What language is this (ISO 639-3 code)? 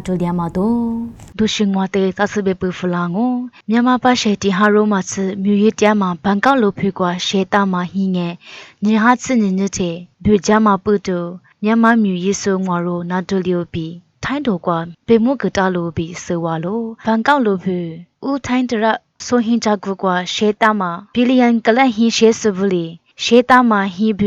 lis